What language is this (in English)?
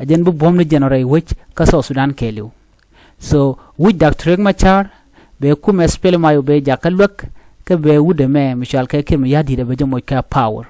Nuer